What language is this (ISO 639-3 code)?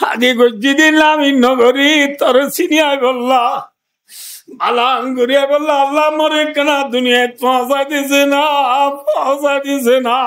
rhg